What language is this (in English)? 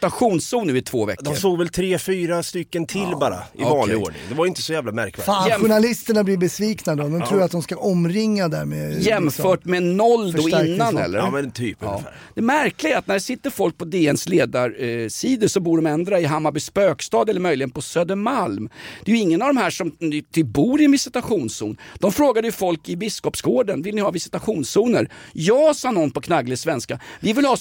Swedish